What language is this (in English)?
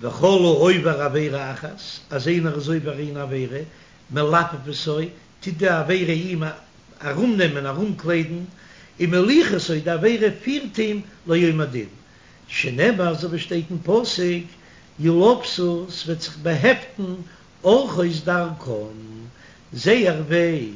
Yiddish